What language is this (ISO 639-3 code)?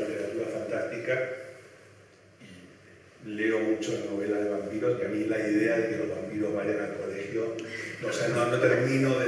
spa